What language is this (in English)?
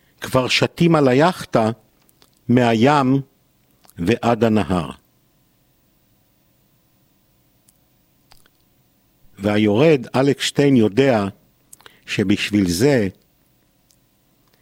Hebrew